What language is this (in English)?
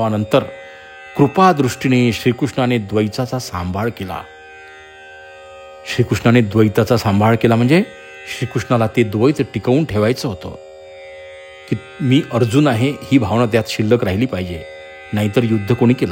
Marathi